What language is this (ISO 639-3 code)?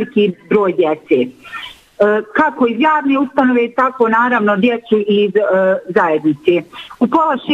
bos